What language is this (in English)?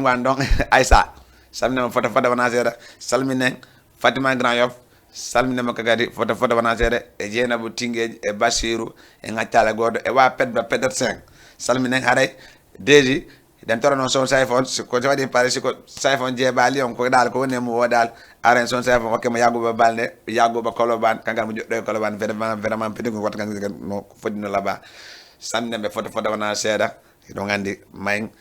Fula